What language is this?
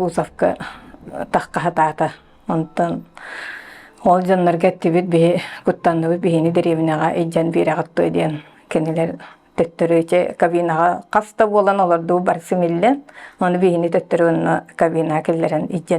Yakut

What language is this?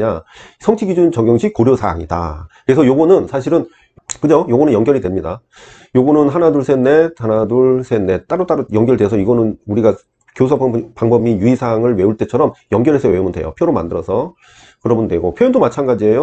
Korean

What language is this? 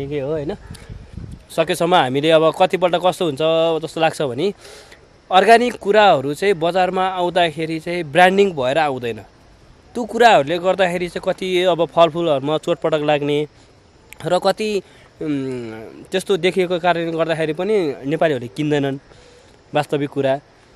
Nepali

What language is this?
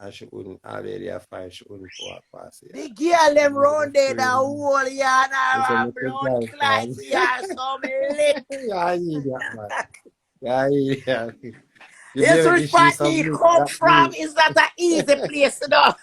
Jamaican Creole English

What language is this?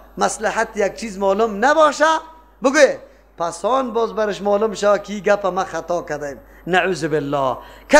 Persian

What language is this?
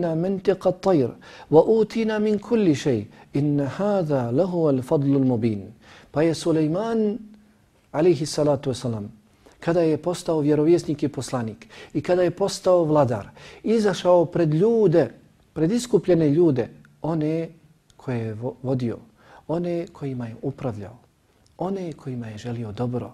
Bosnian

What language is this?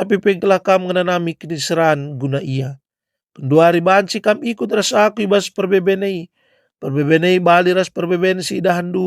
Batak Karo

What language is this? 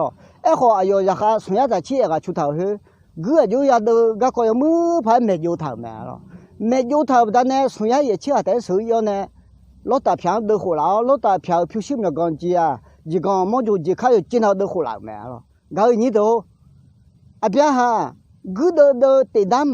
Akha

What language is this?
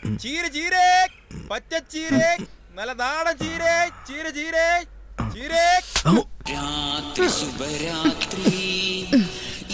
Malayalam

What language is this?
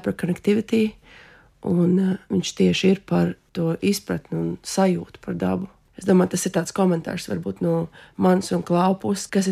Latvian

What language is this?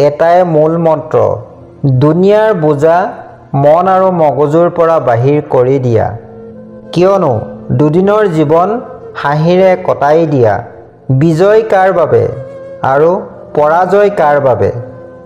Assamese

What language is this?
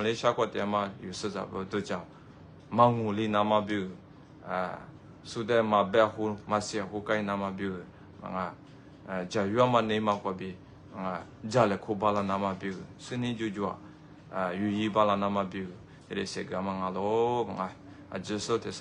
Lisu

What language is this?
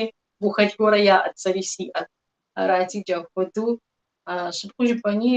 Kabardian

